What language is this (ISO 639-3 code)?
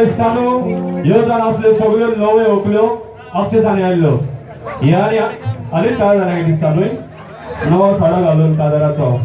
kok